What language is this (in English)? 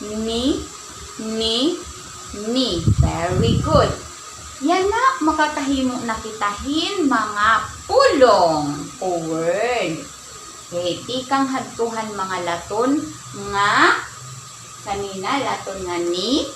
Waray